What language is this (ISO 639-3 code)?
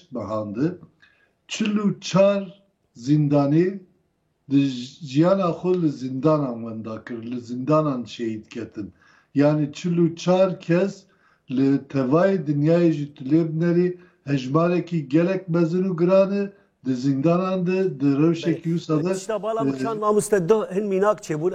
kur